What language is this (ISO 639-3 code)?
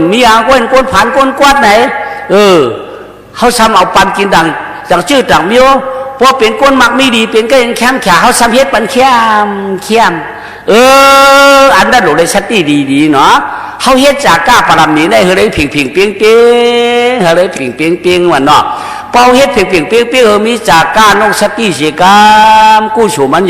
shn